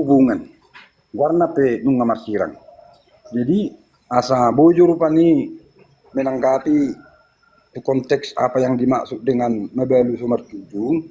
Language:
Batak Toba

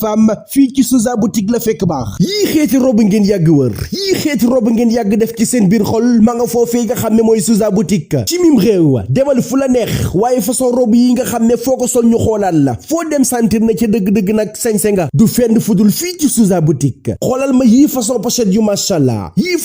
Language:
Wolof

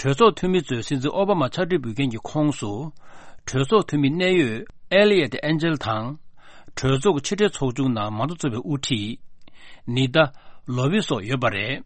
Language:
Tibetan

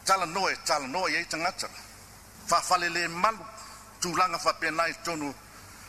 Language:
Samoan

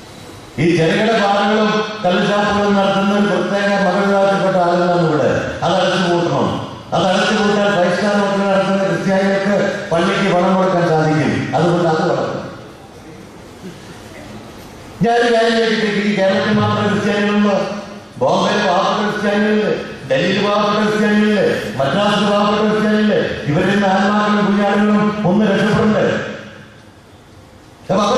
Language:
Malayalam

